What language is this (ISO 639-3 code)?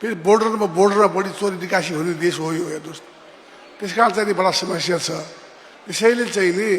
nep